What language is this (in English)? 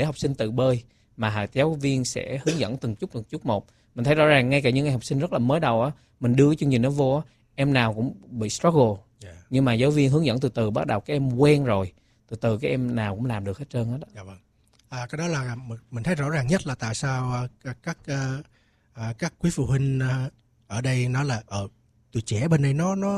Vietnamese